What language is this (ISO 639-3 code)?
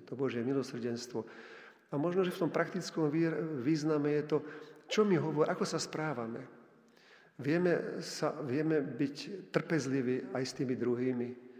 slk